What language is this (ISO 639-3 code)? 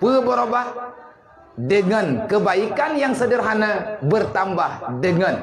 ace